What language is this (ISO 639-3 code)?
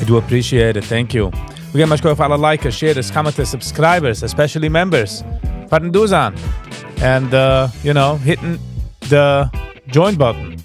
yid